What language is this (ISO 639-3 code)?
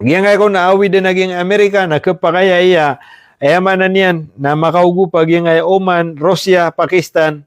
mrw